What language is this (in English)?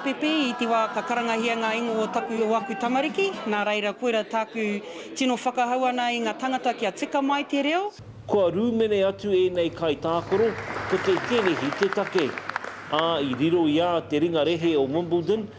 Māori